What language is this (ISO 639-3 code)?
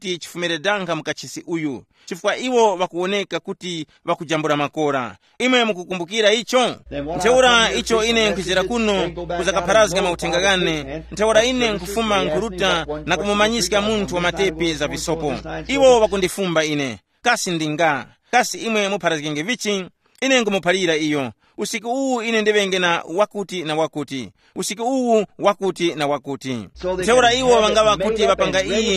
tum